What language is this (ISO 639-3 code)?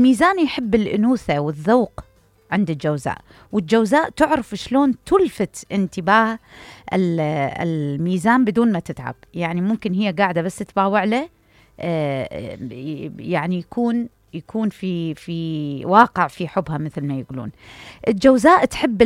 acm